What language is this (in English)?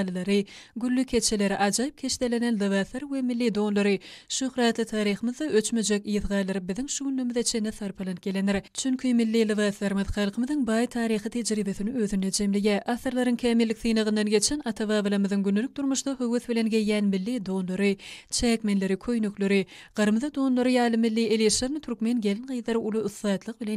Turkmen